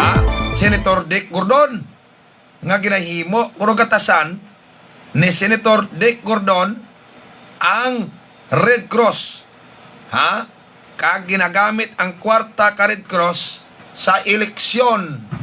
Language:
Hiligaynon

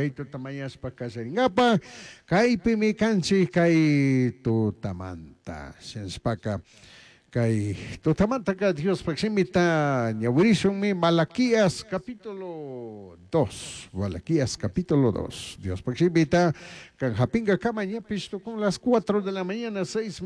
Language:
Chimborazo Highland Quichua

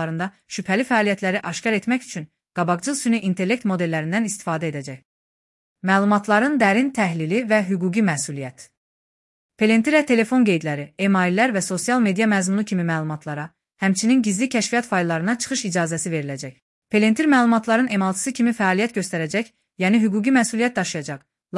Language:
Azerbaijani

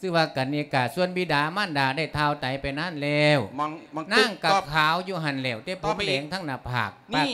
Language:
Lao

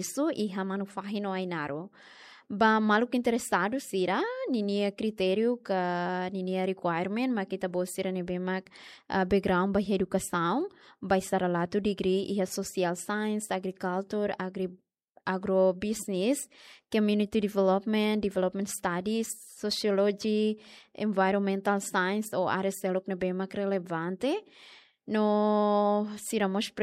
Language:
Tetum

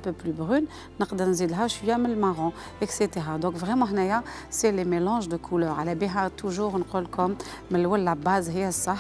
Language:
Algerian Arabic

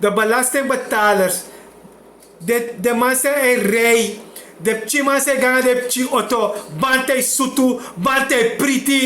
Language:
Sranan Tongo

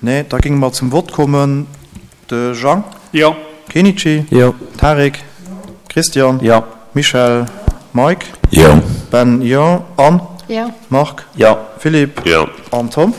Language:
Luxembourgish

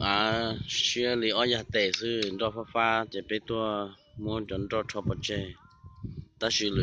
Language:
Hmong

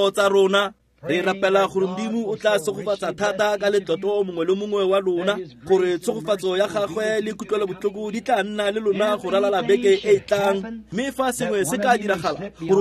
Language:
Tswana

